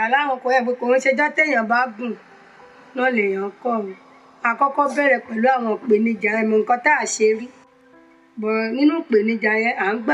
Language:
Yoruba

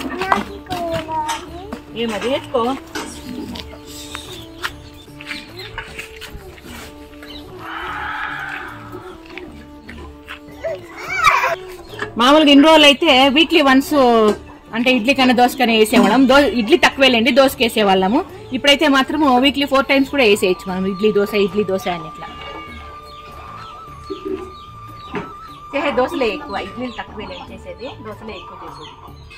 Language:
Telugu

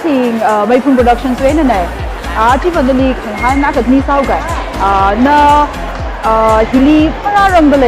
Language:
Tangkhul Naga (India)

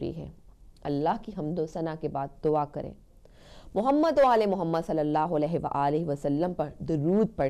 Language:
Urdu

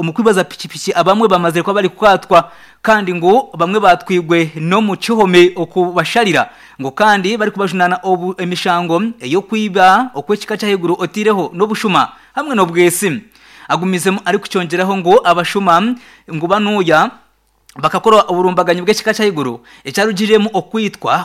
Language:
Nyankole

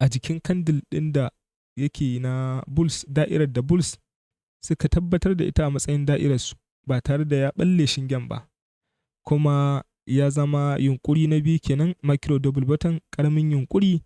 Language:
Hausa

